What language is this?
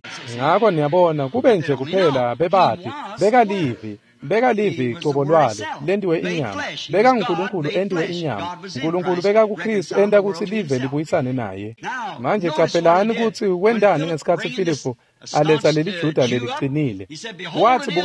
Swati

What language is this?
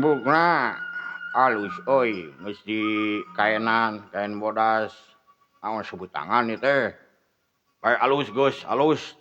Sundanese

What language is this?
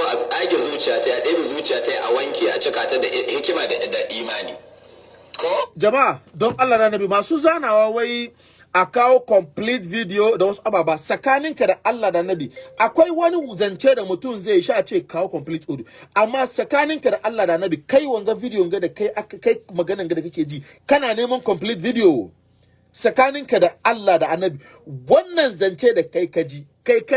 Hausa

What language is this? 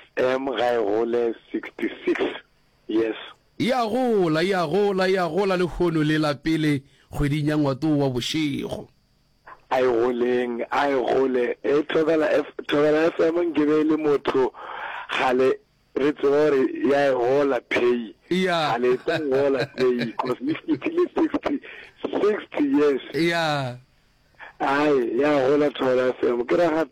Northern Sotho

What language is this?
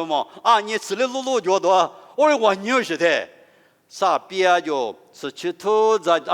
Lisu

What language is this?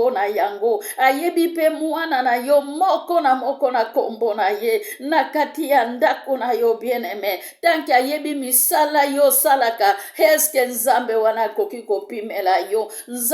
Lingala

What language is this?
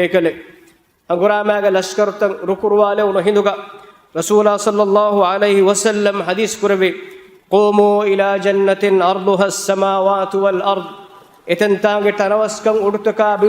Divehi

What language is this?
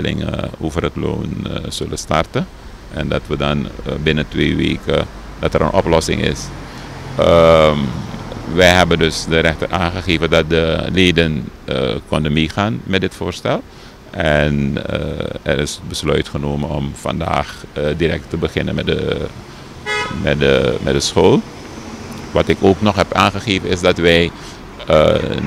Dutch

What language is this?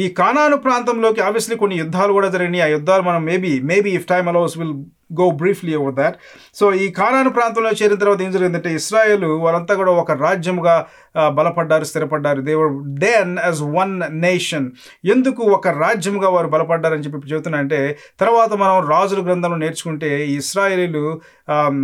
Telugu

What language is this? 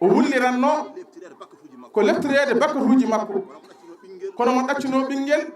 Fula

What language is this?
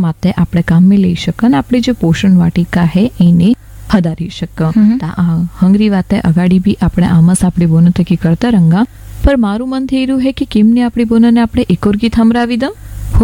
Gujarati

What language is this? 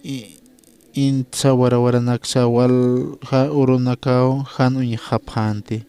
Aymara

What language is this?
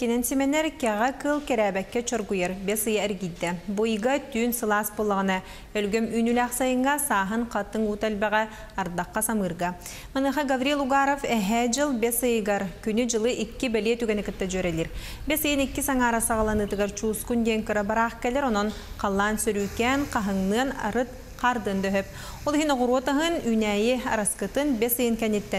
Yakut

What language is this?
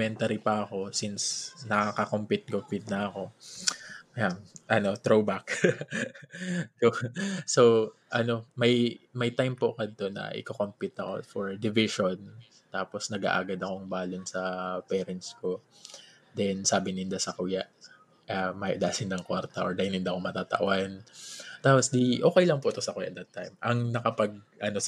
Bikol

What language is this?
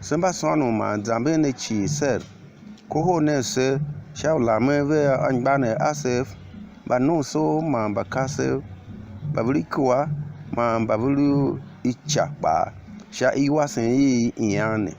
Tiv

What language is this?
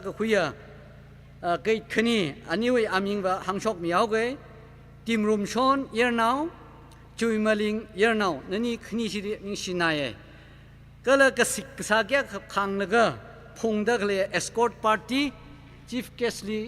Tangkhul Naga (India)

